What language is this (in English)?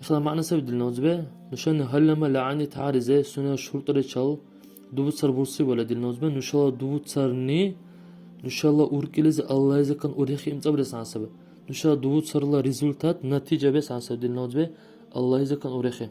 Dargwa